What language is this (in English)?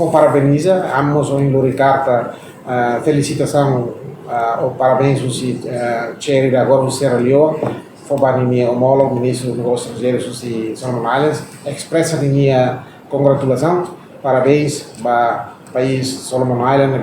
Tetum